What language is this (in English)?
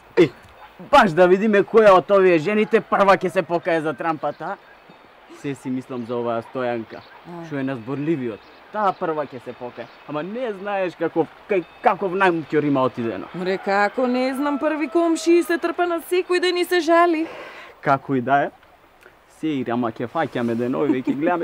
Macedonian